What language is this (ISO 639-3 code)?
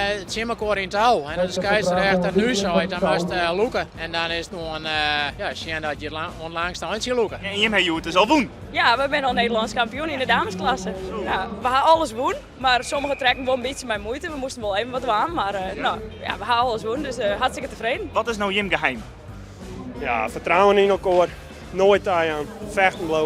fry